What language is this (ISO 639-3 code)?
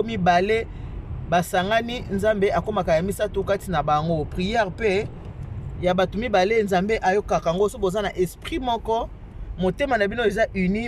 lin